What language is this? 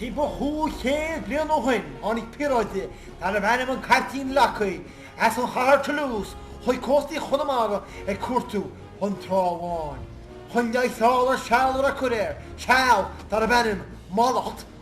Irish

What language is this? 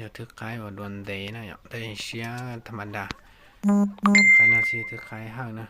Hmong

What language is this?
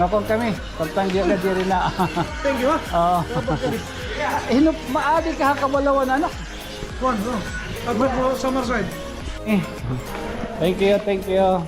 Waray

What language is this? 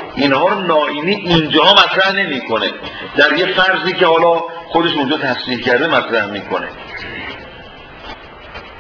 Persian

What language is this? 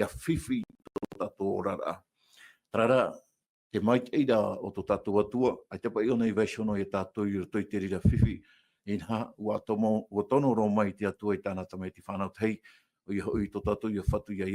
Tahitian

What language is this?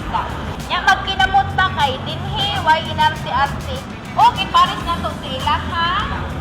Cebuano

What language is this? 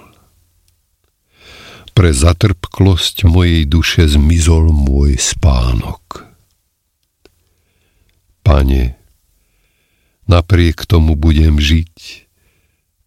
Slovak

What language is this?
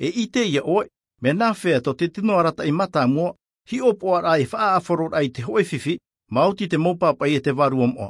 Tahitian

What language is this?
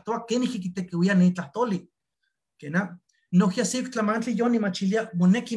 Eastern Huasteca Nahuatl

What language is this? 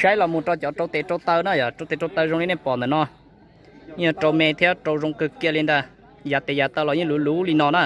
Hmong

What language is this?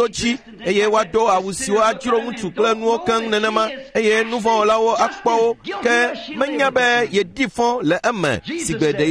Ewe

